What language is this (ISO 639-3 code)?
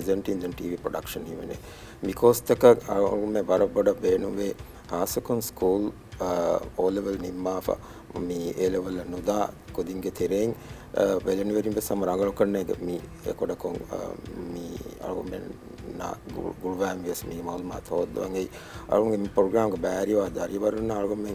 div